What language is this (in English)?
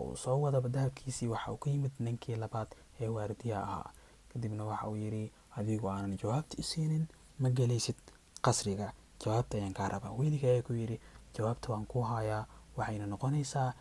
Somali